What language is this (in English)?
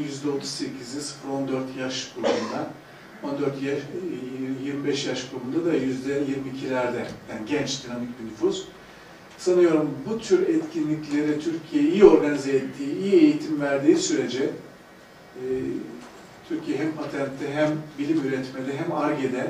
Turkish